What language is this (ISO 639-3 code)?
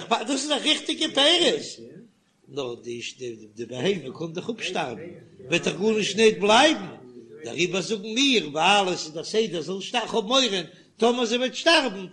yid